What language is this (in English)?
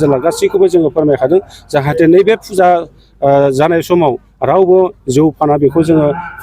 Bodo